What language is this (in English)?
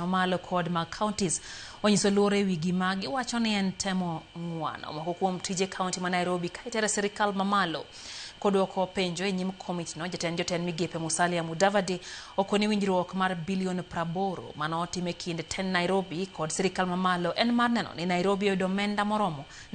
Luo (Kenya and Tanzania)